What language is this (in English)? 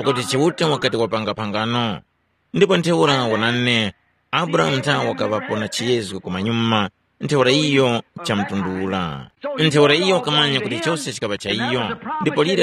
Tumbuka